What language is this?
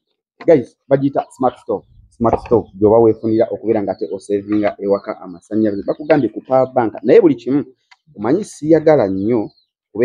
Ganda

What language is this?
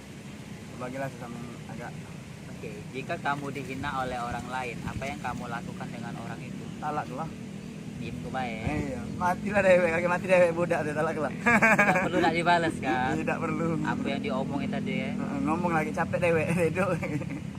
Musi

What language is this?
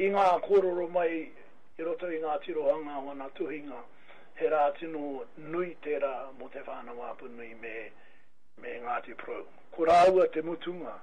Māori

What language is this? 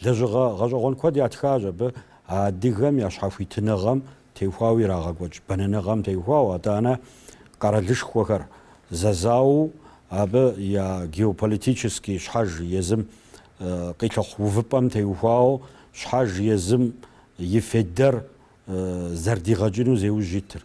Kabardian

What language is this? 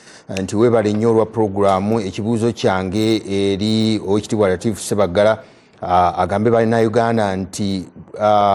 Ganda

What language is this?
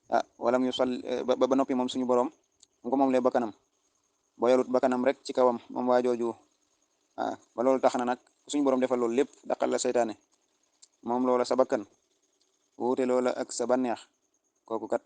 Wolof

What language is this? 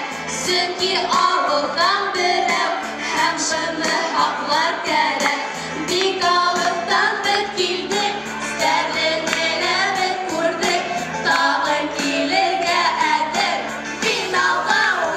Bashkir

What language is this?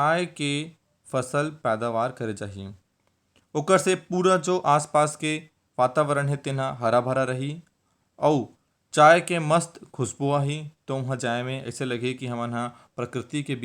Chhattisgarhi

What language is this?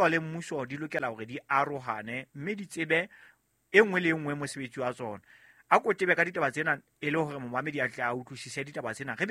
Southern Sotho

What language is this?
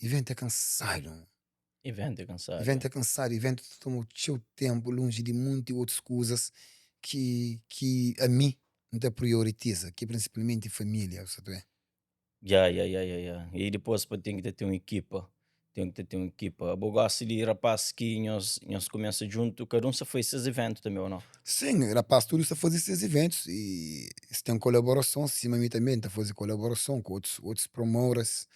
Kabuverdianu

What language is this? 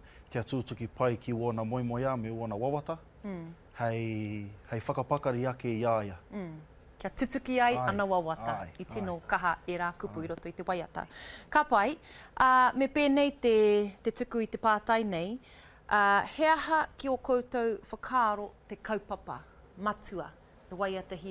Māori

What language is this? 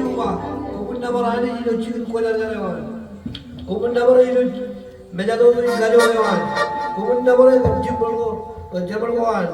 Marshallese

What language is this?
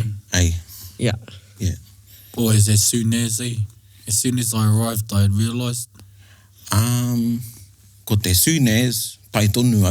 Māori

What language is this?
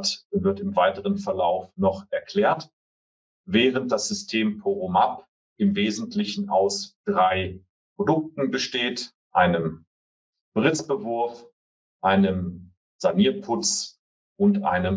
German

